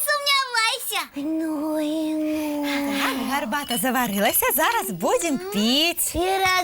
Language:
Belarusian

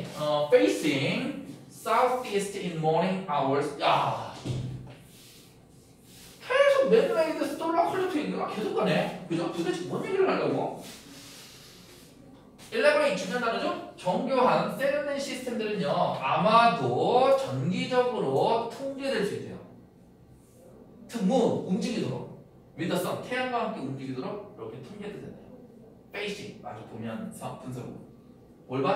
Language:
Korean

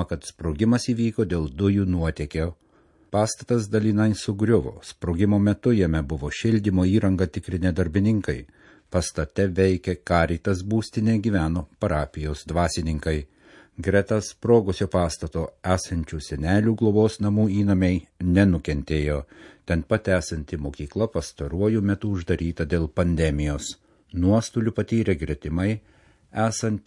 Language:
Lithuanian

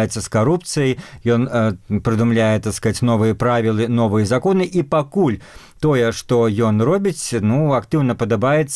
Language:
Belarusian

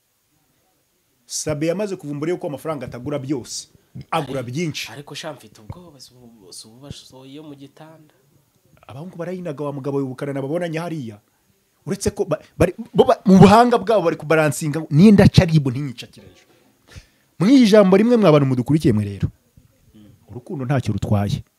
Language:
Kinyarwanda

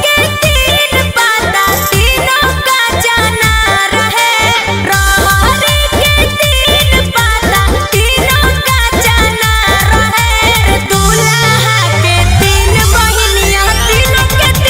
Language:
Magahi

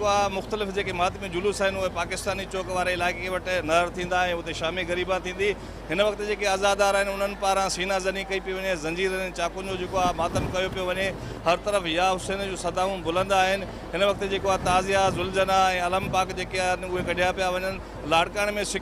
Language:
Sindhi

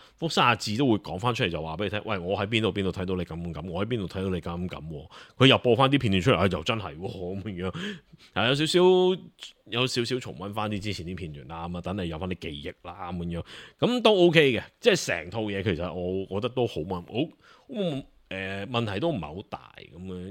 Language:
Cantonese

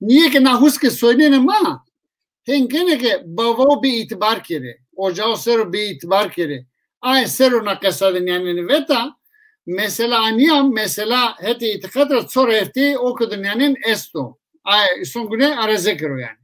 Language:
Zaza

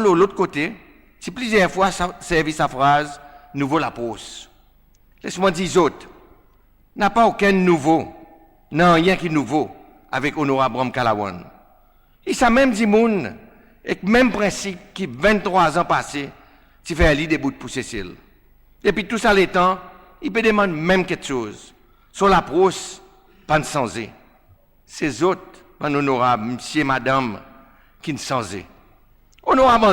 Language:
Seselwa Creole French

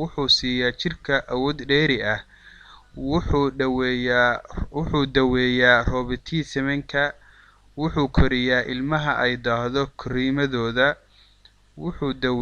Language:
Somali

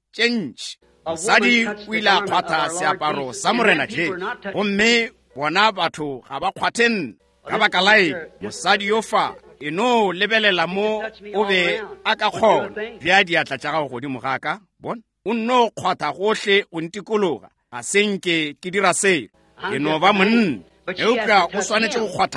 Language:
Northern Sotho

